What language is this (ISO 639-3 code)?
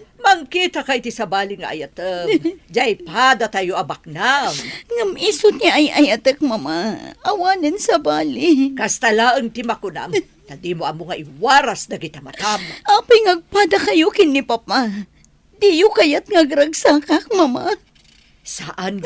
ilo